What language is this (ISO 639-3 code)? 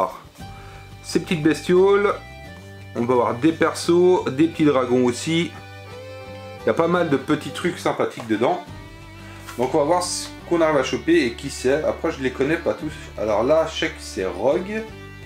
fra